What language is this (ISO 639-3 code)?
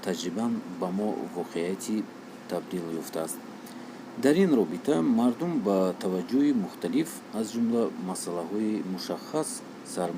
tgk